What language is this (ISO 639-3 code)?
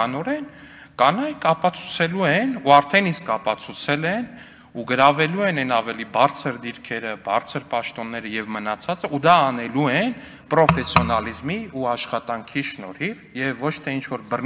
hye